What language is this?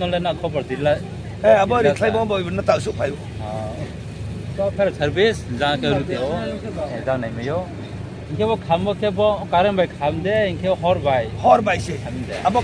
Riang (India)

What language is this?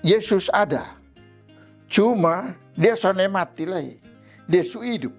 Kupang Malay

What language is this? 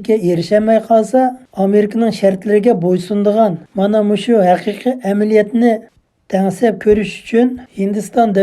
Uyghur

